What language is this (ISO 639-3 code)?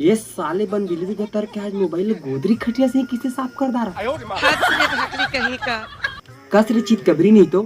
hne